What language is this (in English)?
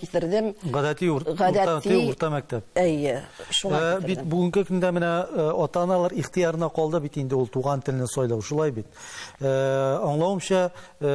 Tatar